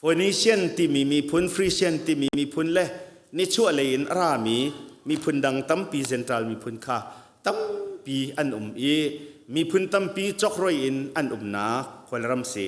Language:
Hakha Chin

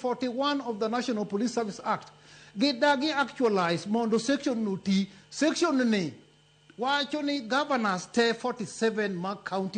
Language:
Luo (Kenya and Tanzania)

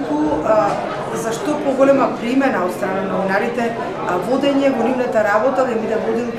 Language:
Macedonian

